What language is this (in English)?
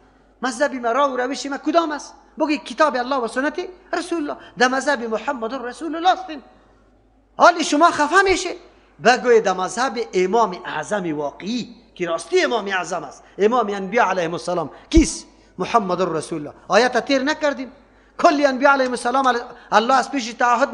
Persian